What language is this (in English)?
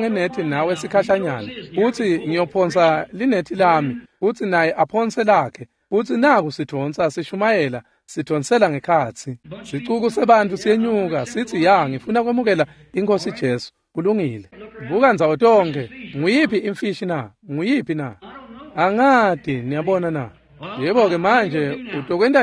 Swati